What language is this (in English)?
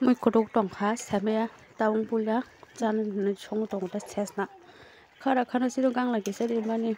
Kok Borok